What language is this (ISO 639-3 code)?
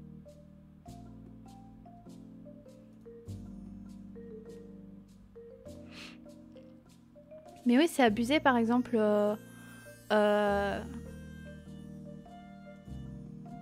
fra